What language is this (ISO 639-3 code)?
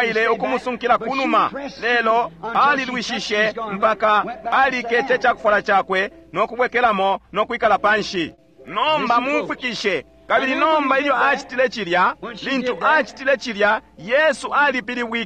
bem